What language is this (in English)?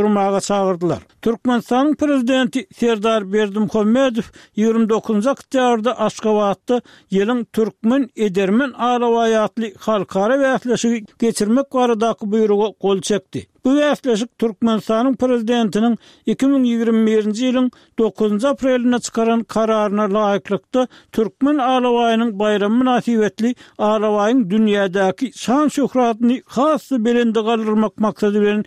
Turkmen